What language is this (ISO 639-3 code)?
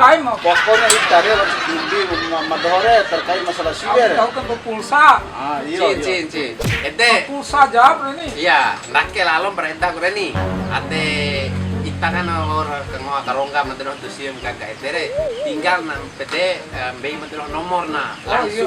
bhp